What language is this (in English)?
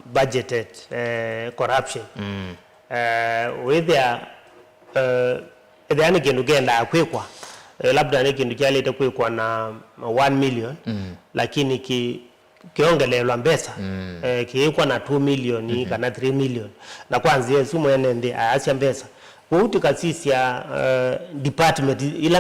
Kamba